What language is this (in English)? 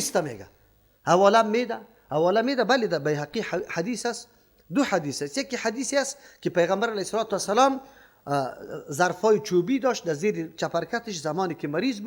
Persian